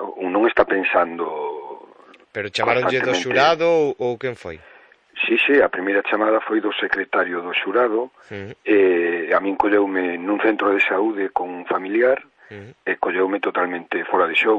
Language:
Galician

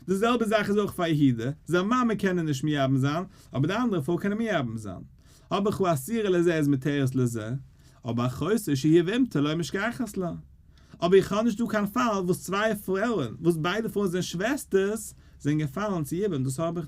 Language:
Yiddish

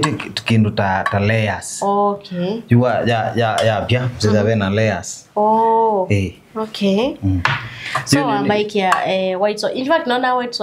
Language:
Kamba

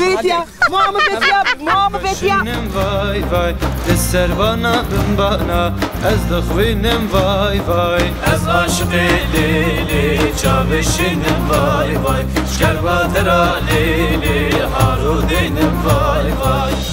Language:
Zaza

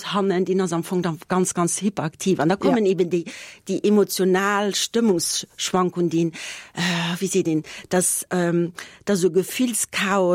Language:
Luxembourgish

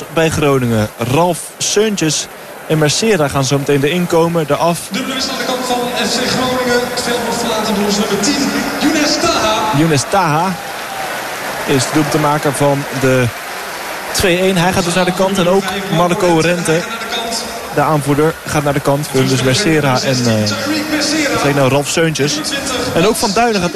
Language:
Dutch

